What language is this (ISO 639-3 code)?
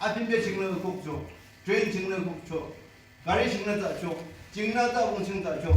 yim